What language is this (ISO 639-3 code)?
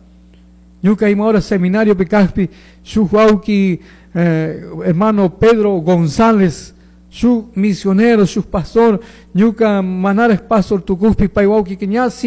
qug